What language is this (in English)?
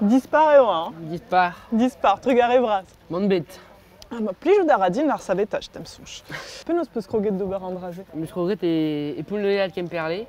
Breton